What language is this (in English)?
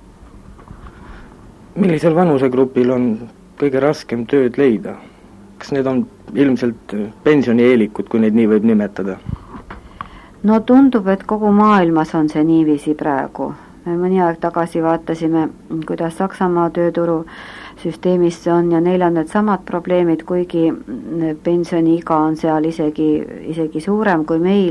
Estonian